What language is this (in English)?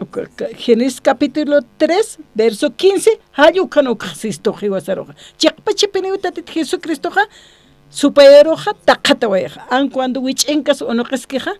Aymara